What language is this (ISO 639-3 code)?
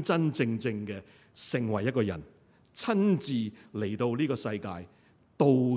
yue